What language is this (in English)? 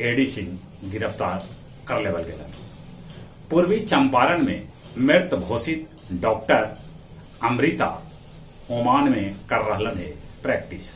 Magahi